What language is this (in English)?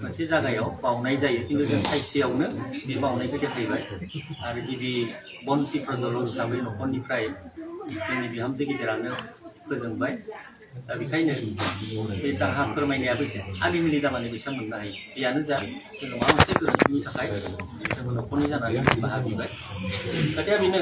Bodo